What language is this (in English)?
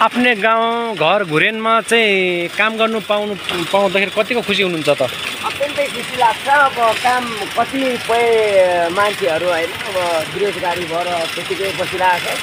Nepali